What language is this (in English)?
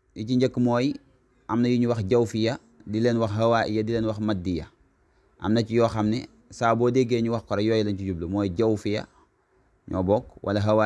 Wolof